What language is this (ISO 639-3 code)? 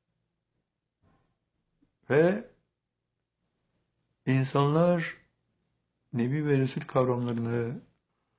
tur